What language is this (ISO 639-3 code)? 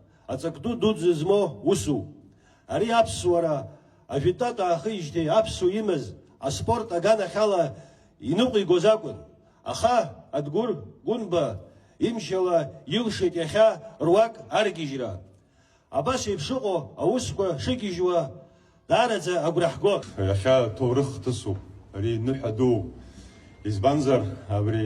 abk